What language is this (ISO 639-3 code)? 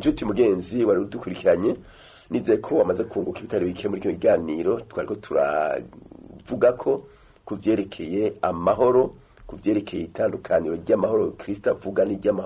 run